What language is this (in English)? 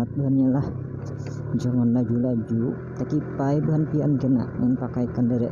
Banjar